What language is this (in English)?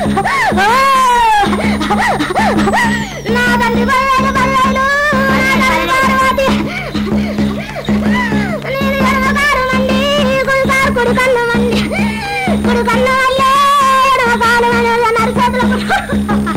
Telugu